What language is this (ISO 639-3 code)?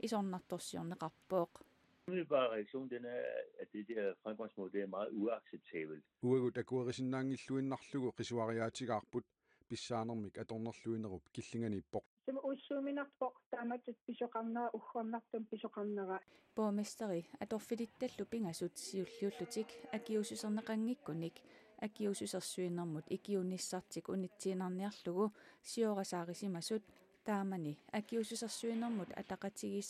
kal